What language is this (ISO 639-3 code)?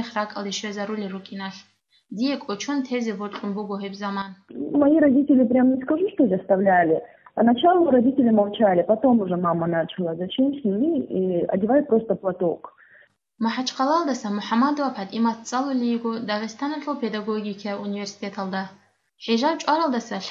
ava